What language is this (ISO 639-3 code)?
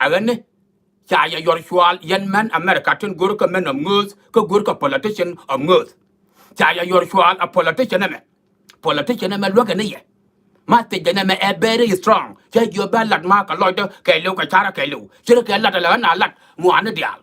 nus